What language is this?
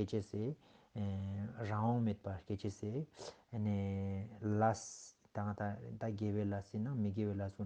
Ladakhi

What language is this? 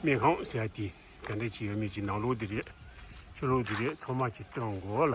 Tibetan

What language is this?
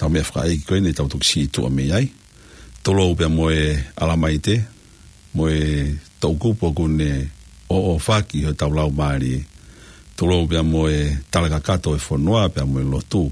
Tongan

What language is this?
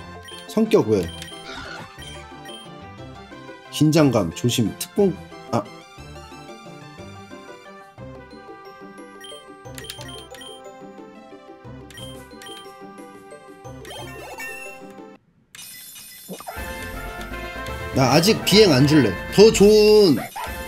Korean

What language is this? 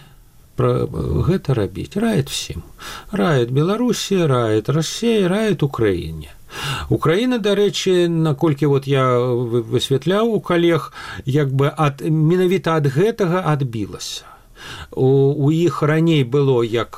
Belarusian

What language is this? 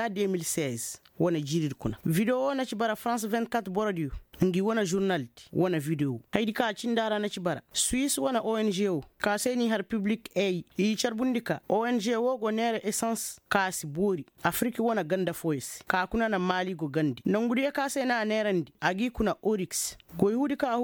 Koyraboro Senni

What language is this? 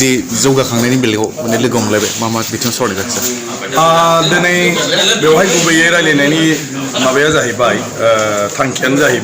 Bodo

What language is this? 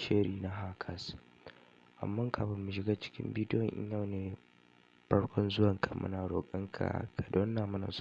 Hausa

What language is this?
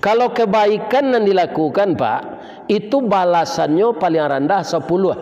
Minangkabau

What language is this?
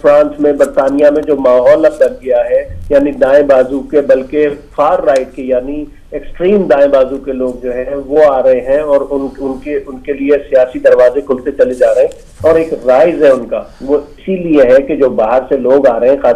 Urdu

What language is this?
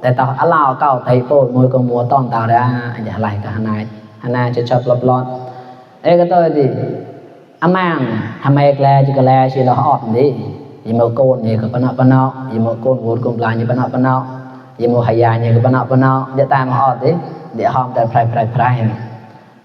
Mon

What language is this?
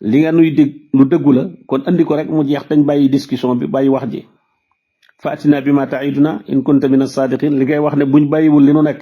Wolof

